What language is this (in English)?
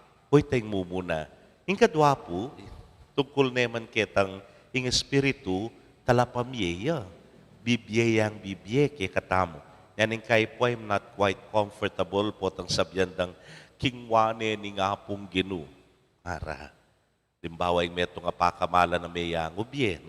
Pampanga